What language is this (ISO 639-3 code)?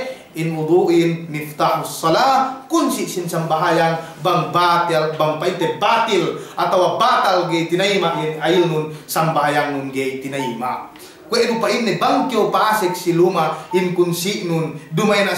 yka